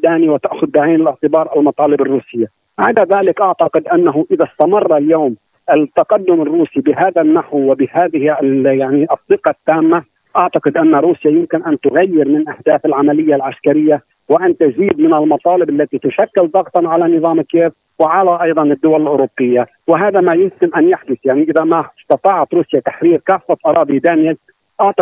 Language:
Arabic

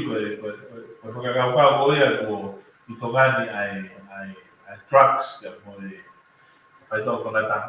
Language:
Tongan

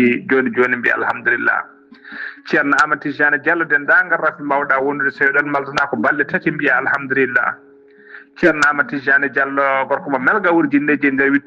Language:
Fula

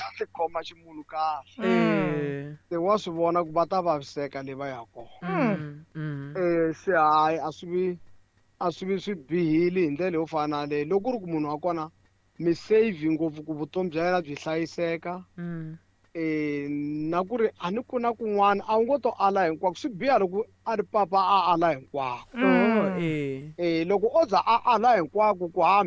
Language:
Tsonga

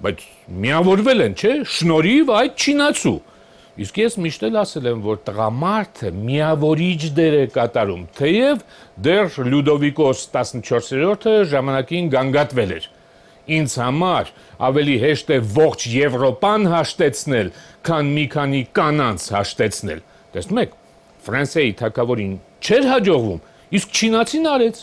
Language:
Armenian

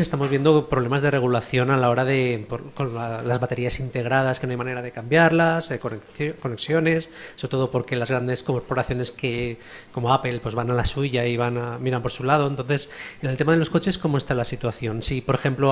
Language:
Spanish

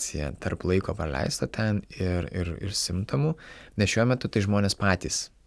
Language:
Lithuanian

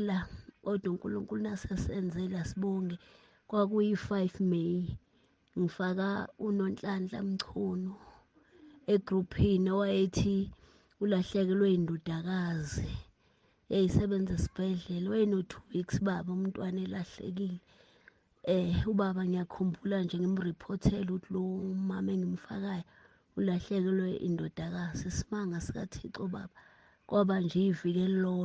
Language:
Zulu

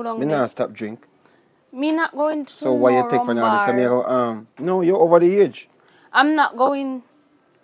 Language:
Jamaican Creole English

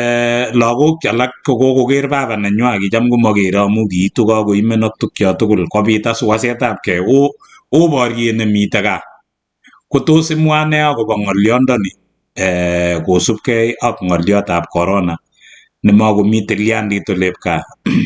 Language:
Kalenjin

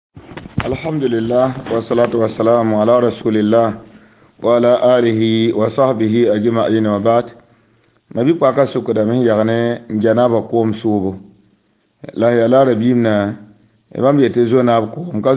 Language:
Mossi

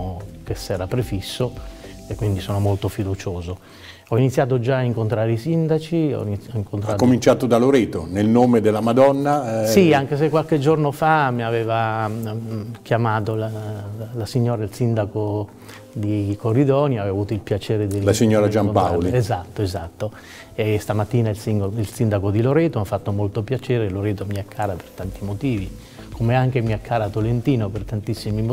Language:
Italian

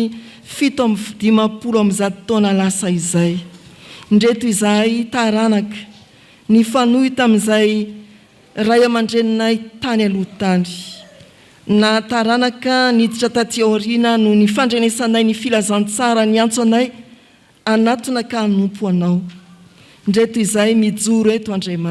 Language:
Malagasy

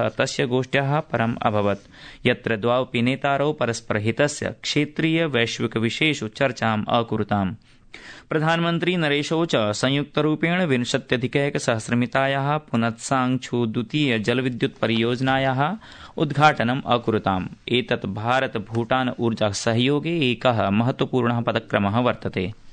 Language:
Sanskrit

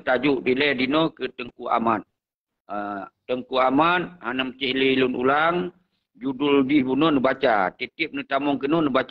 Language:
Achinese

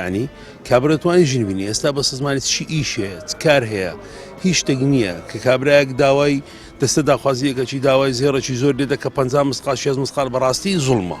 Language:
Central Kurdish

